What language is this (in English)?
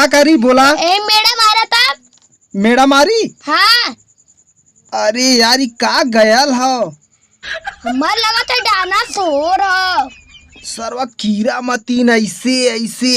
Awadhi